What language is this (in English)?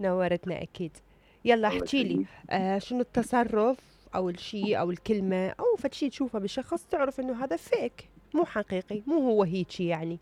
Mesopotamian Arabic